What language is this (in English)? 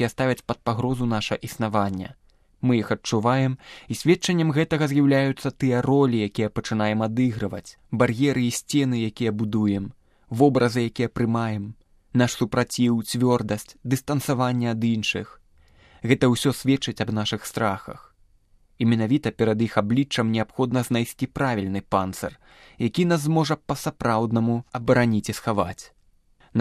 Belarusian